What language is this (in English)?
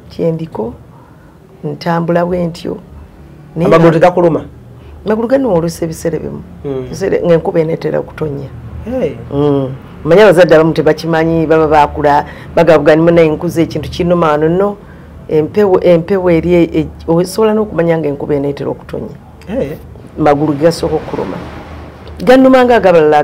Ganda